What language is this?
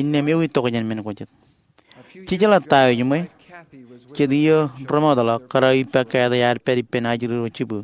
Marshallese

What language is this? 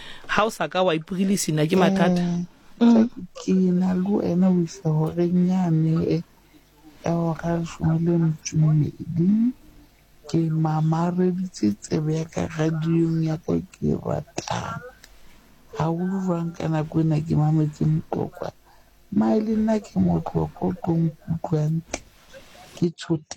Southern Sotho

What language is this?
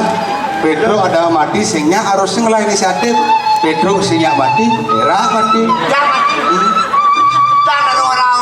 Balinese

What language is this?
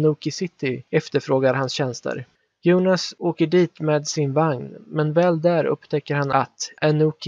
Swedish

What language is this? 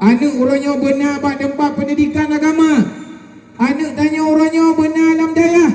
Achinese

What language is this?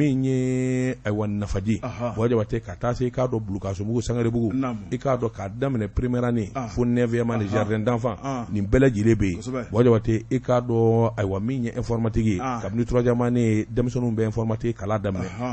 Bambara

